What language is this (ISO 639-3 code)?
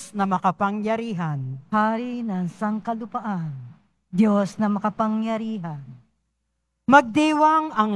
fil